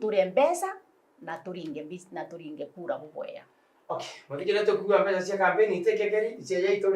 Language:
Meru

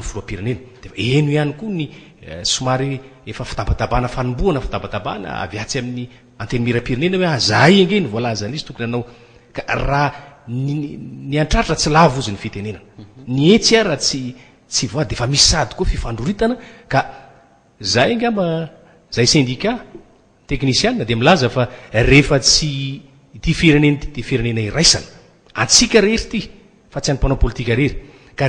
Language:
Malagasy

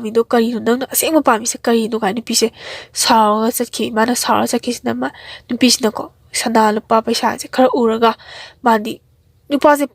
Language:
Manipuri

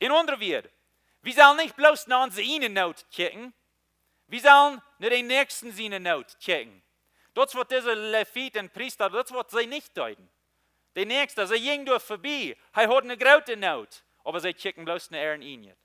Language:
Plautdietsch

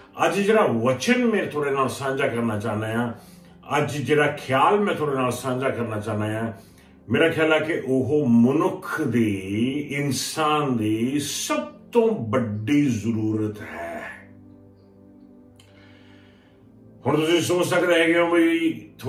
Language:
Punjabi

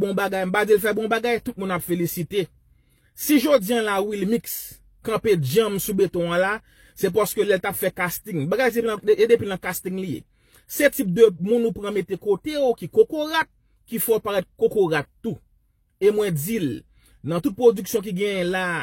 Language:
Haitian Creole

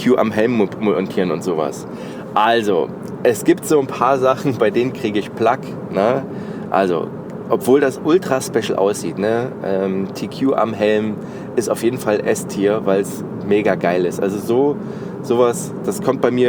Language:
German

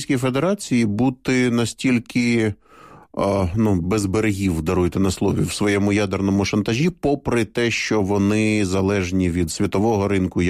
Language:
Ukrainian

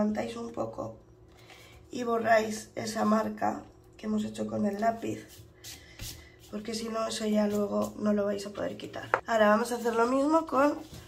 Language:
Spanish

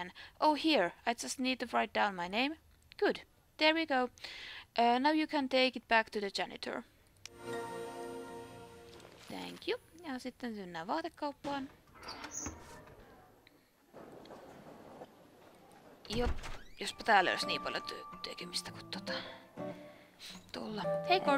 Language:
Finnish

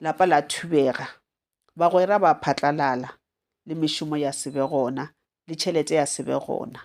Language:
Northern Sotho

